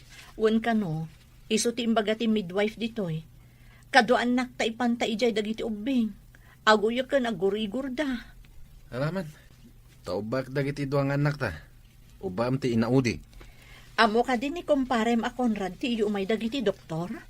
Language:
Iloko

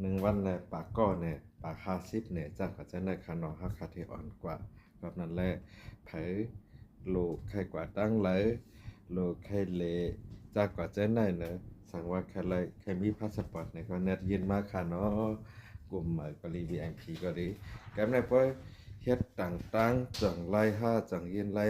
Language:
Shan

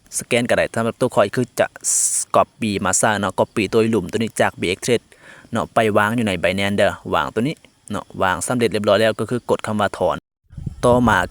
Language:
Lao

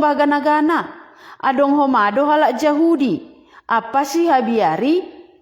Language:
Batak Simalungun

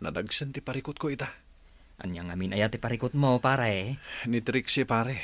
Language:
Iloko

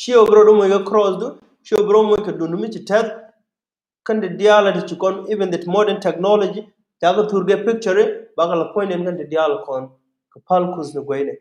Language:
Nuer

